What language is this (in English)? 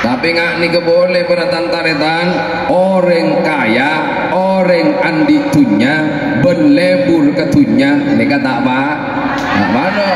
Madurese